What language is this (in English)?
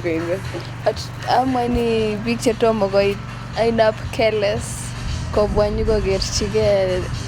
Kalenjin